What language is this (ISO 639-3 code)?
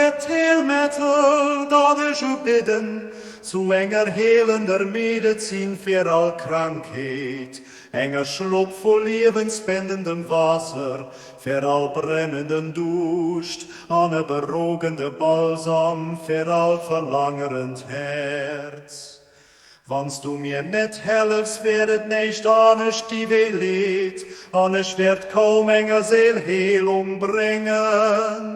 ltz